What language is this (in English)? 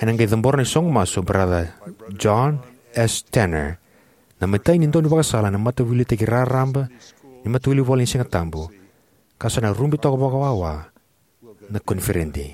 Fijian